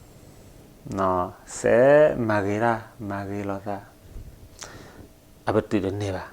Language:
S'gaw Karen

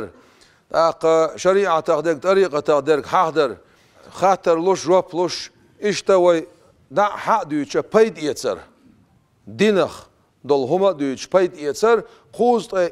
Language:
Chechen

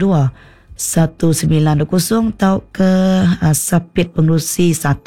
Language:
Iban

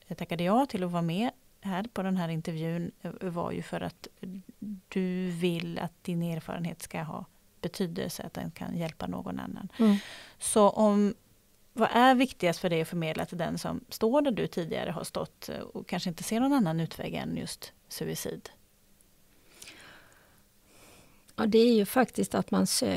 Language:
Swedish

